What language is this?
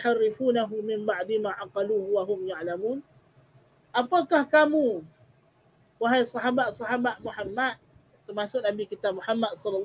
Malay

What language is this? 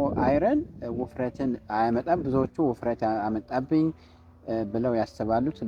Amharic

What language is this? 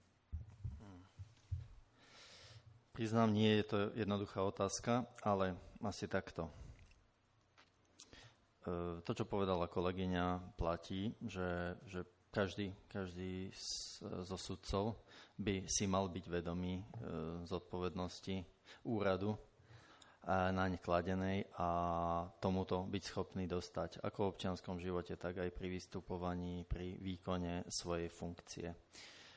Slovak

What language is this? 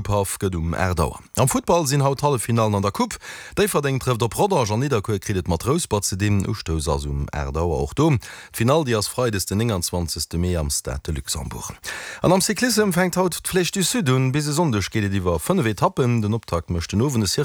Luxembourgish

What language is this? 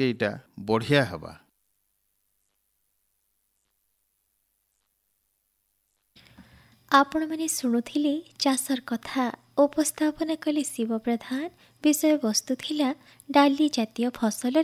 Odia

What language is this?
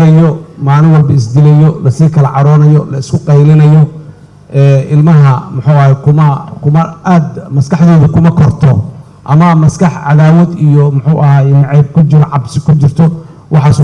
Somali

